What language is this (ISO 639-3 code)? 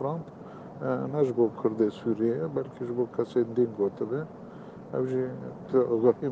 kur